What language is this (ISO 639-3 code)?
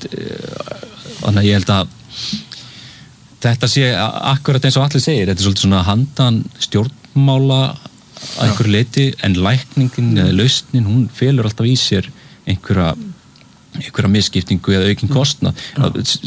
isl